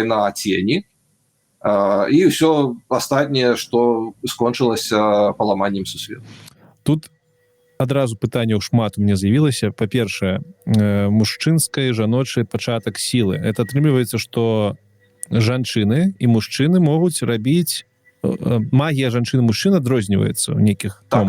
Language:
Belarusian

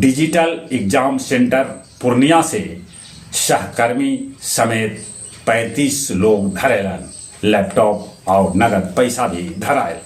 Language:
Magahi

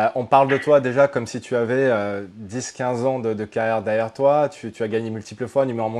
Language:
French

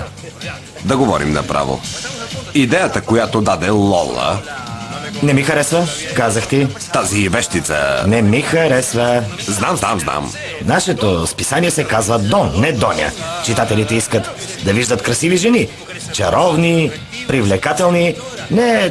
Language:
Bulgarian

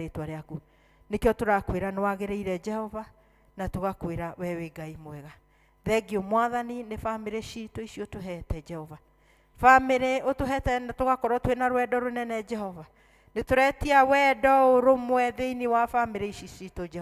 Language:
Kikuyu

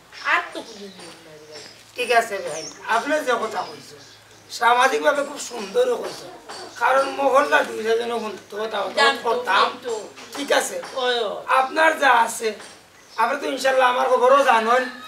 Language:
Sylheti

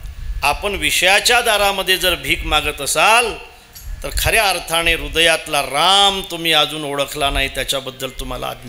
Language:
Marathi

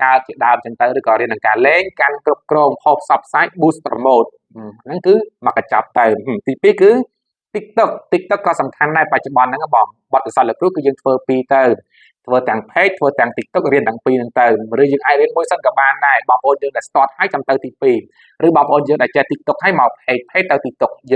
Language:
Khmer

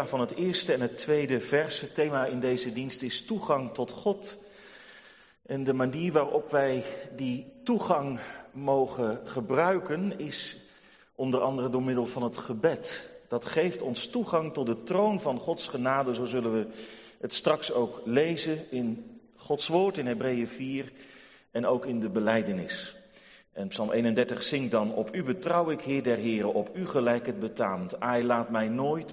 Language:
Dutch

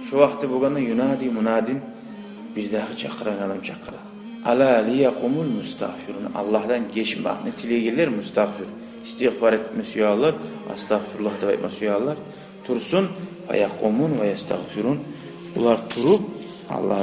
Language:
Kumyk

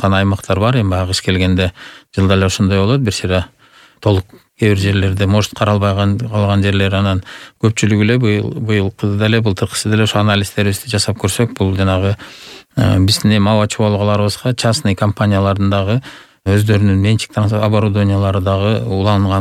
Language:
Kyrgyz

